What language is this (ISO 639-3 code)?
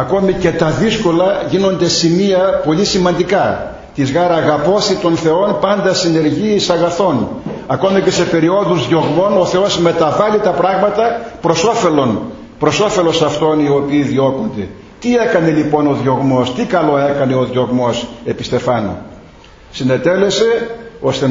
ell